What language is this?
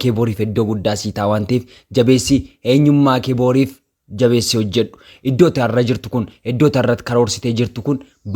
Oromo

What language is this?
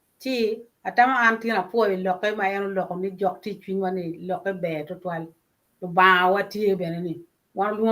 Acoli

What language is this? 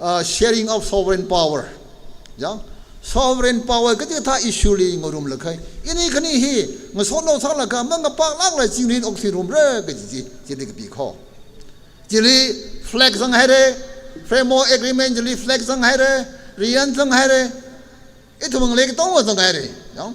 Tangkhul Naga (India)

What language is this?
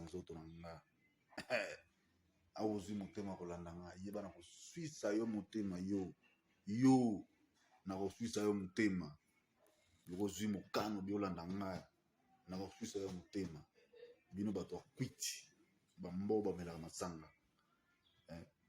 Lingala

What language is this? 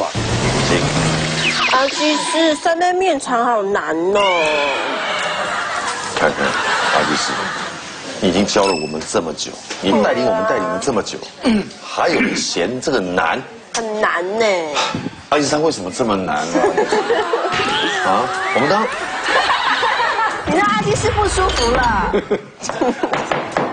Chinese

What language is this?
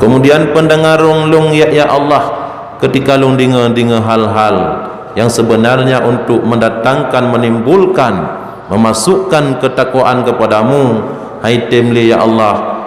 Achinese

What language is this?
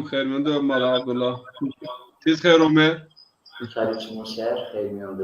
Zaza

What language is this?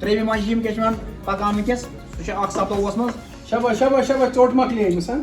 Kashmiri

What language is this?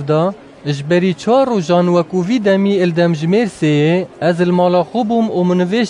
Kurdish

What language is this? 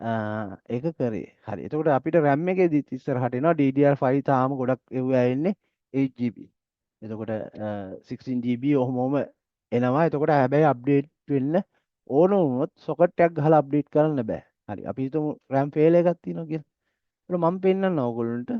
Sinhala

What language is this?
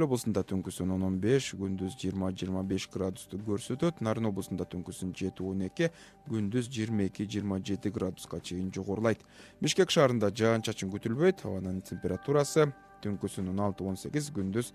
Kyrgyz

